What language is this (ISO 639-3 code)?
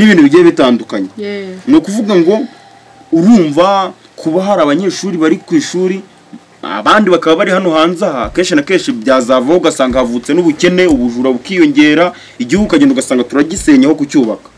kin